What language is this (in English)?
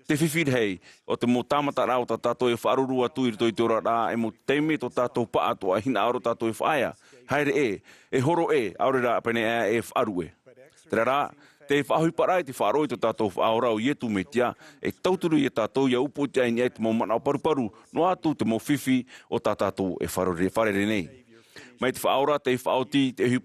Tahitian